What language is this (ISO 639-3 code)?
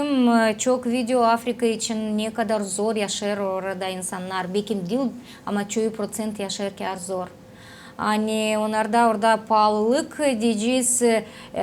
gag